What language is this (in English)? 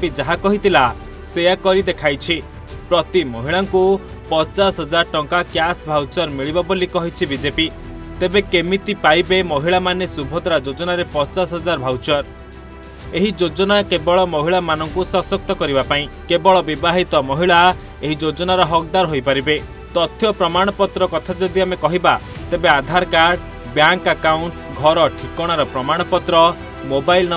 Odia